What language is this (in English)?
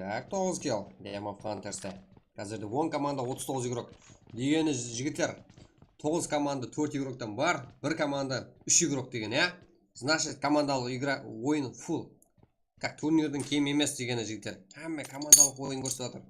Kara-Kalpak